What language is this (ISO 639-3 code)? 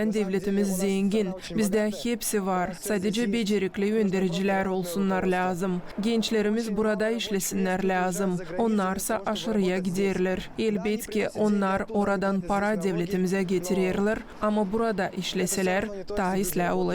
gag